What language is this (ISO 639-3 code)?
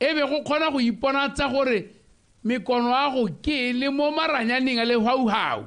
tsn